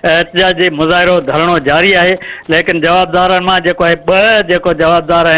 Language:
Sindhi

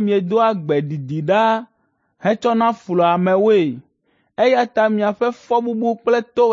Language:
Ewe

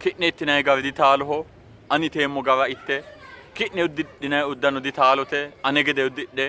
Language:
Sidamo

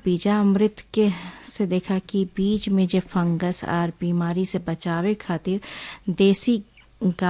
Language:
Bhojpuri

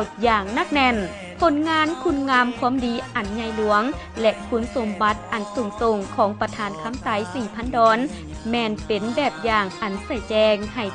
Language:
Lao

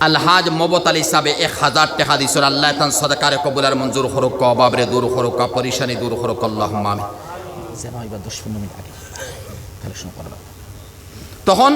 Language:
Sylheti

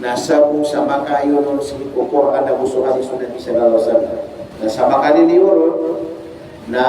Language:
Maranao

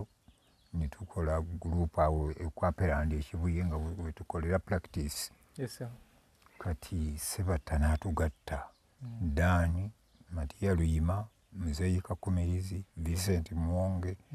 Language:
Ganda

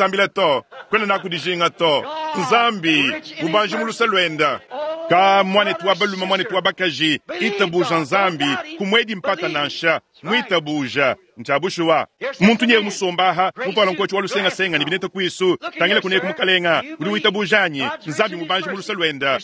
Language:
Luba-Lulua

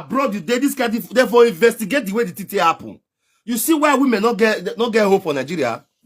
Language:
Nigerian Pidgin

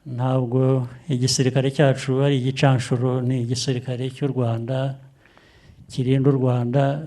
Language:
Kinyarwanda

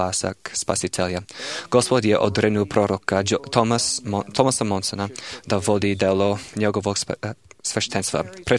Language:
Serbian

